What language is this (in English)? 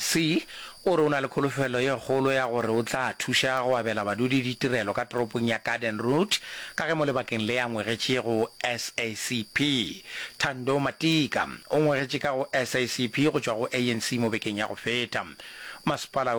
Northern Sotho